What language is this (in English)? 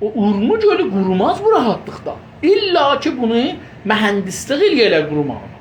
South Azerbaijani